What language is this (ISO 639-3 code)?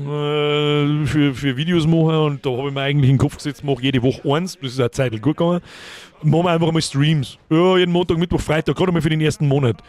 bar